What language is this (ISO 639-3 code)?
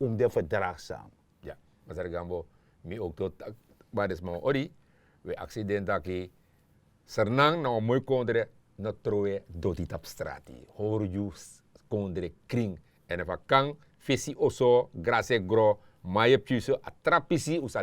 srn